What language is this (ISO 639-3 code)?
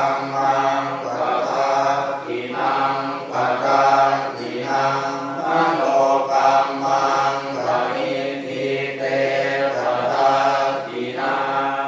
pli